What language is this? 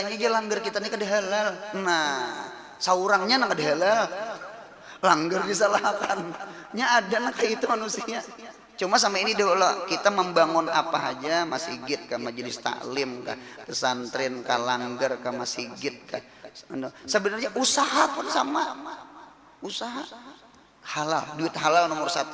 Banjar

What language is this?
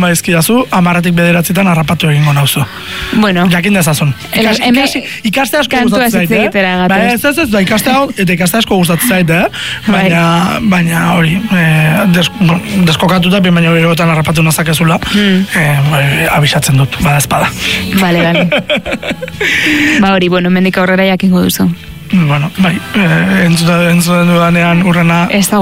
Basque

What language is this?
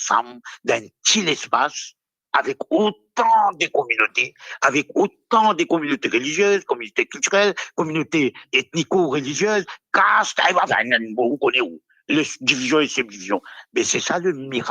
Morisyen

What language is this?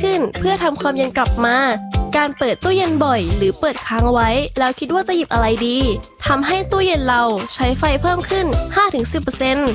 Thai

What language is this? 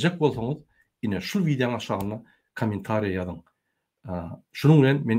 Turkmen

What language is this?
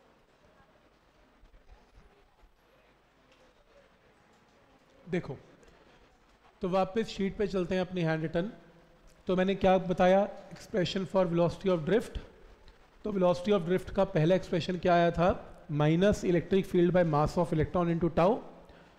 Hindi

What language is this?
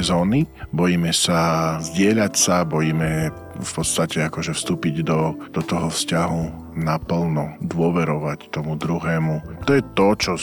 Slovak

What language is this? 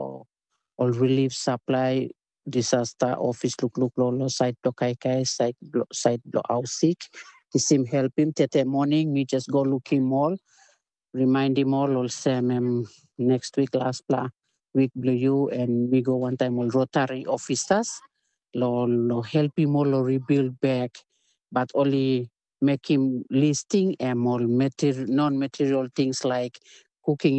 Tok Pisin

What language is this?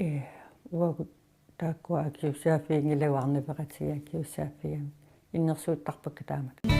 Kalaallisut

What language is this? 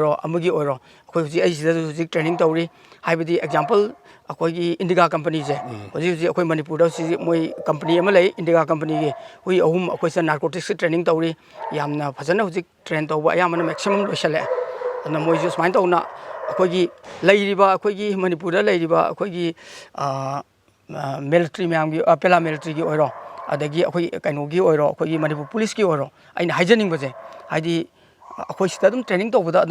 Manipuri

